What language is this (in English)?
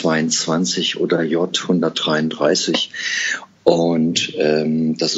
German